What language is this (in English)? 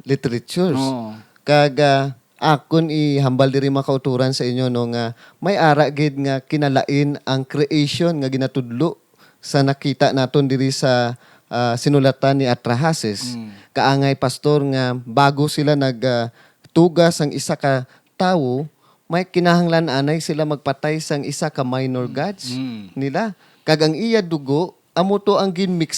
Hiligaynon